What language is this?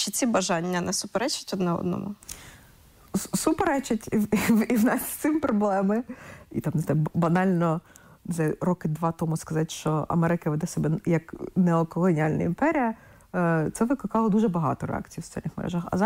Ukrainian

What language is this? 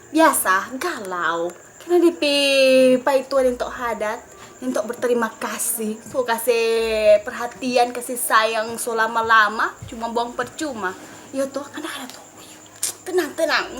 Manado Malay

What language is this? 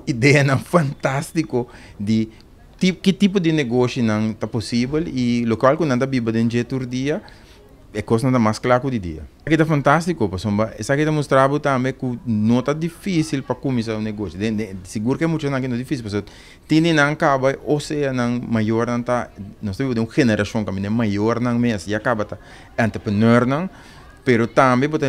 Papiamento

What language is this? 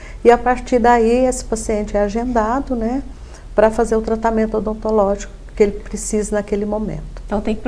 Portuguese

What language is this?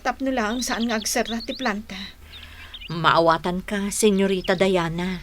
Iloko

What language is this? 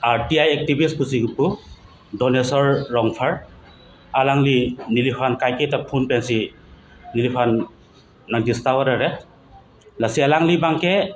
Karbi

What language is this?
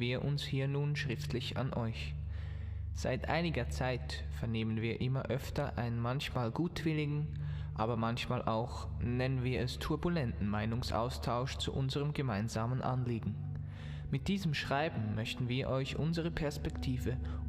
Swiss German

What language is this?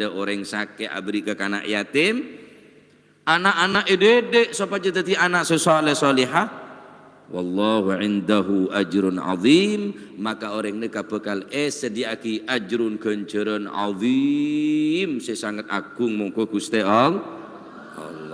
Madurese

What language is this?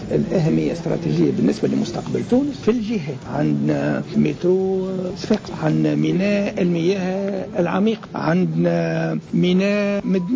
Tunisian Arabic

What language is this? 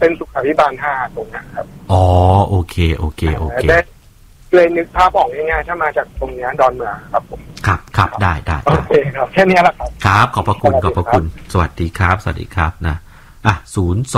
Thai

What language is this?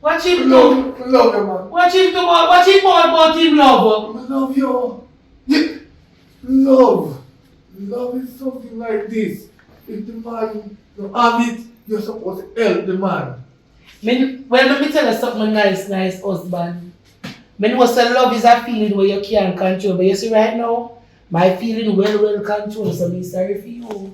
Jamaican Creole English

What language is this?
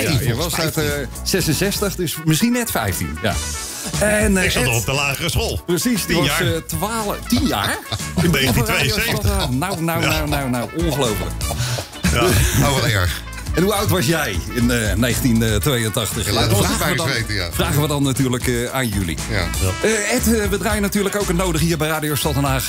Dutch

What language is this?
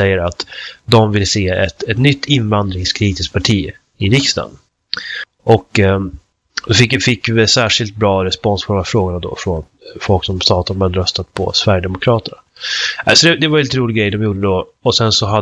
Swedish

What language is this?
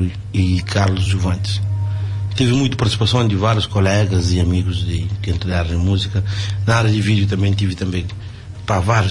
Kabuverdianu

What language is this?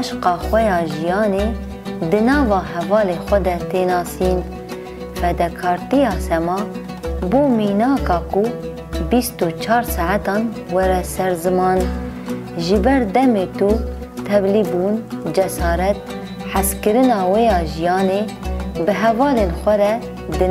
Kurdish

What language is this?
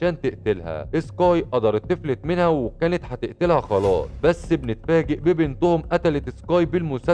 Egyptian Arabic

